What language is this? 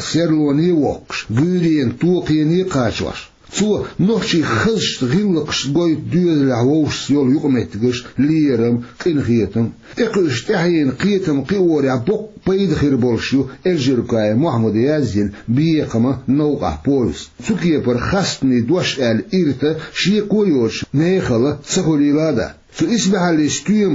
Chechen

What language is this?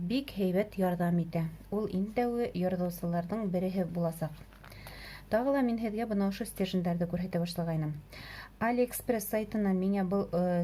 Bashkir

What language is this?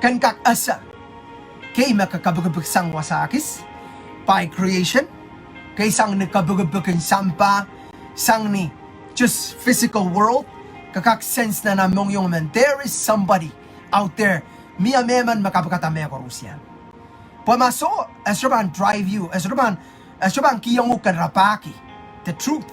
Pohnpeian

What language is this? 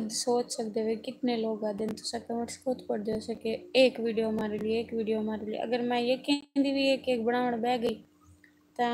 Saraiki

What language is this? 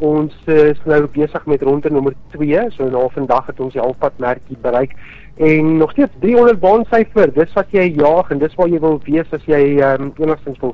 Afrikaans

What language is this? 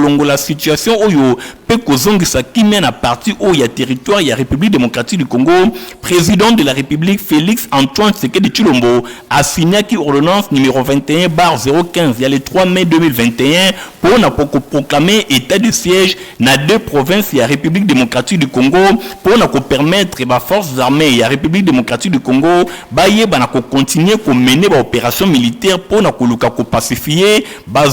Lingala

